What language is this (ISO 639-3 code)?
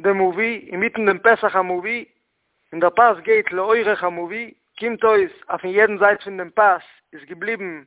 yid